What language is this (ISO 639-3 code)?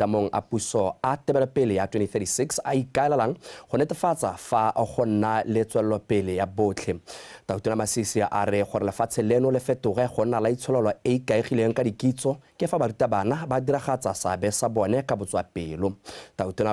tsn